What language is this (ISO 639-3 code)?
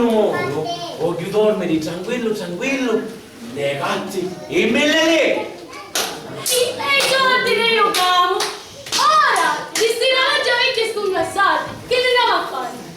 scn